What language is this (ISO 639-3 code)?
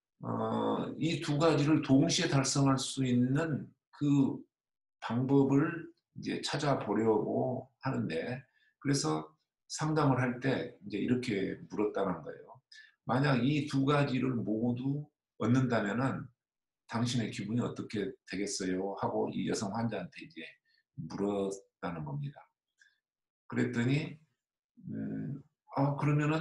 kor